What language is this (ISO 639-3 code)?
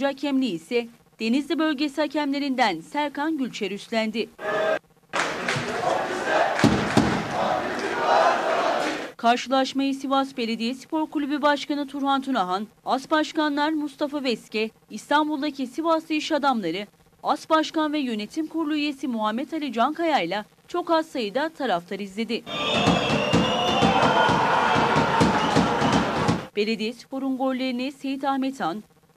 tur